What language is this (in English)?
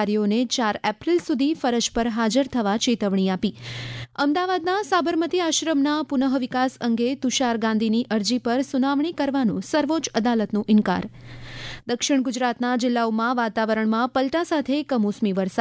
Gujarati